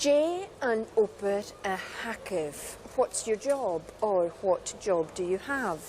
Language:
Scottish Gaelic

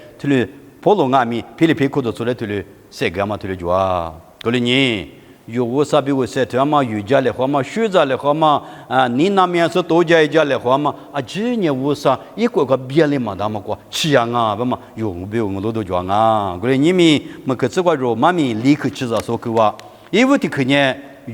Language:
Lisu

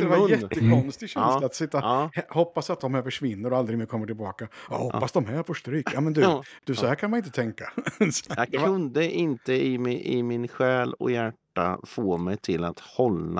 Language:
Swedish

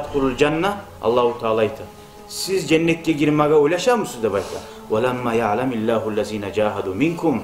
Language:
Kumyk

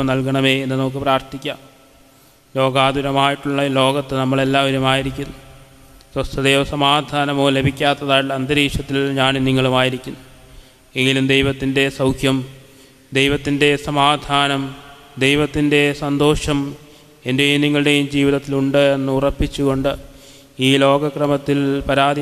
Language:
Malayalam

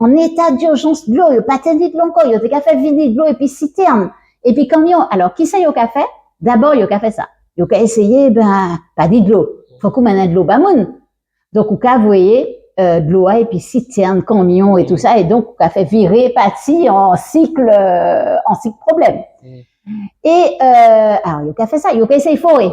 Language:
Guadeloupean Creole French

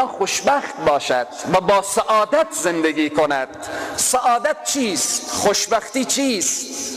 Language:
Persian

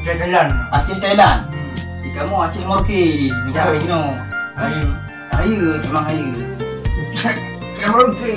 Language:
Achinese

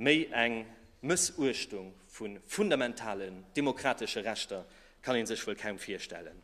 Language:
Luxembourgish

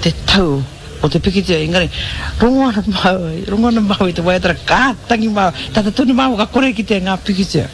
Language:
Māori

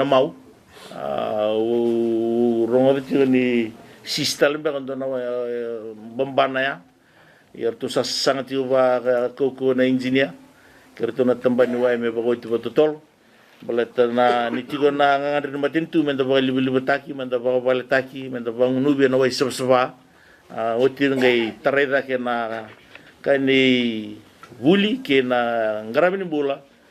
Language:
Fijian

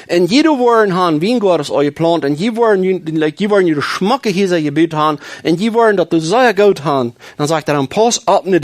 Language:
Plautdietsch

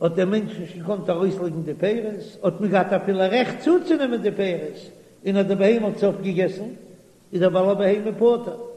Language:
Yiddish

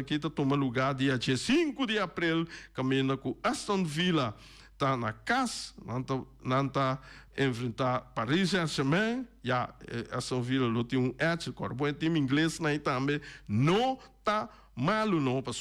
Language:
Papiamento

